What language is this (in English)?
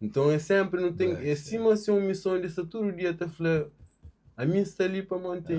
Kabuverdianu